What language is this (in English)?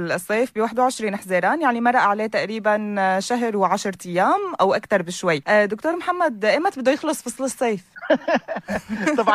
North Levantine Arabic